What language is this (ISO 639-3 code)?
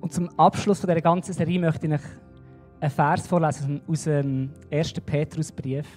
gsw